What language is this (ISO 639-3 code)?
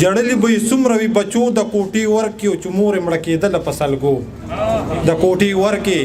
pus